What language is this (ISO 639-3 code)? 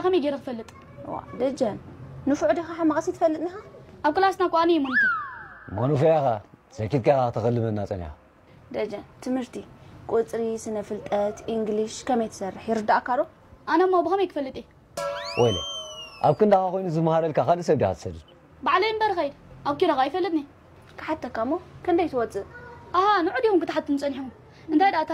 tir